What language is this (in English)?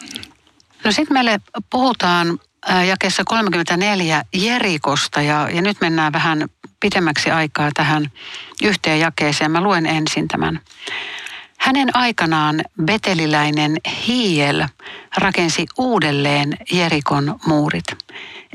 Finnish